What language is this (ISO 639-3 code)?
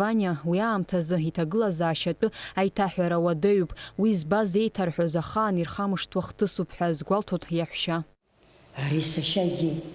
abk